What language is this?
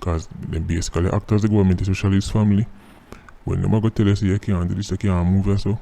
Jamaican Creole English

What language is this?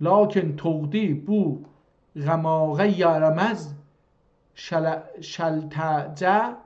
South Azerbaijani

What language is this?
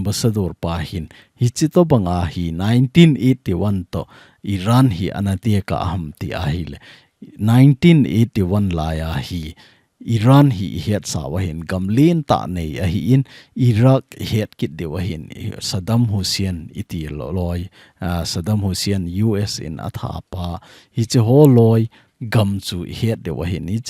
Thado Chin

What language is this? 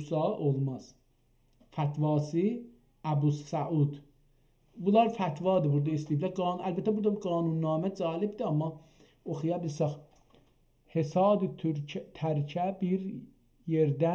South Azerbaijani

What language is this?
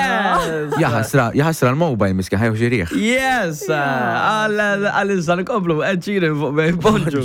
Maltese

